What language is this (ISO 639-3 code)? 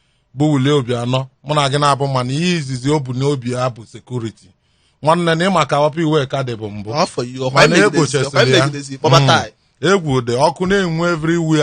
ibo